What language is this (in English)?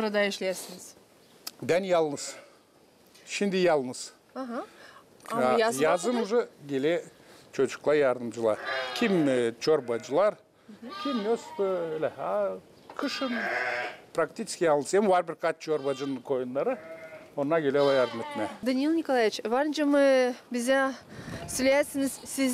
Gagauz